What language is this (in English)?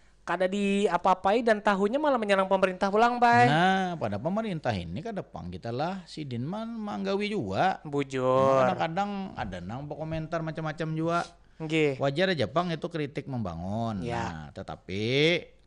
Banjar